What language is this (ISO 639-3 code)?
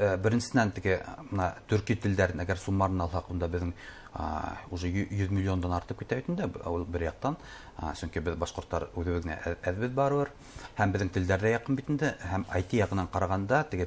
bak